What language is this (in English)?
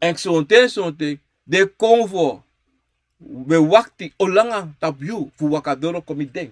Sranan Tongo